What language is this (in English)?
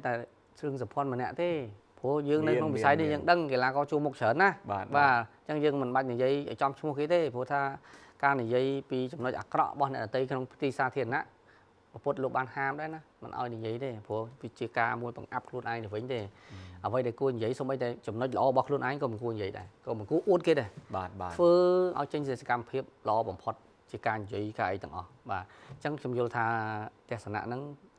Khmer